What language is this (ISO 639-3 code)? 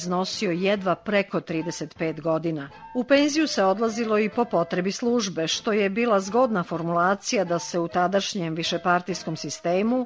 srp